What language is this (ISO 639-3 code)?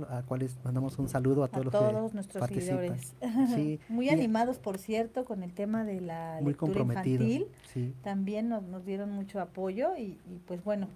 spa